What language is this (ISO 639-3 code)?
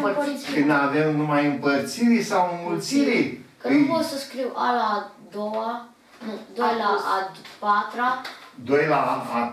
ron